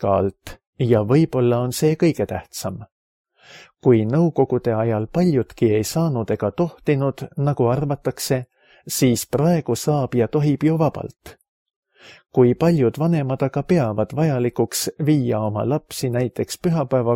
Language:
Estonian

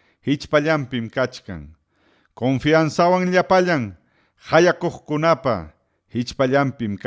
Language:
Ayacucho Quechua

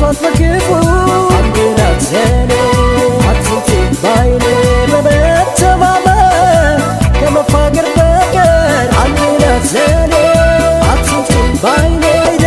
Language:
Adamawa Fulfulde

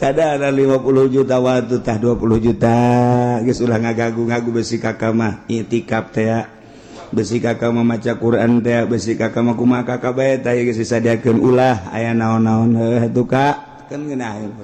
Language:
Sundanese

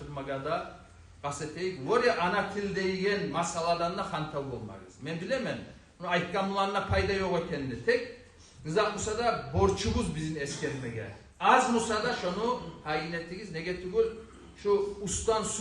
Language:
Kumyk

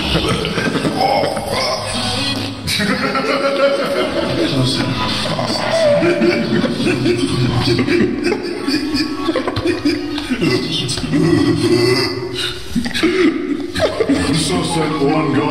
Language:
German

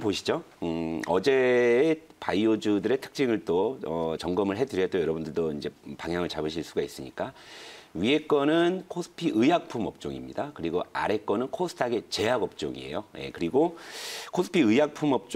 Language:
Korean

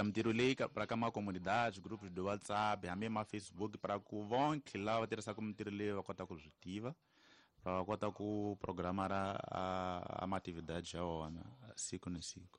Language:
Tsonga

